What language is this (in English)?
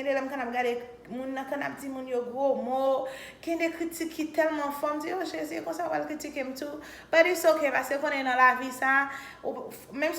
Haitian Creole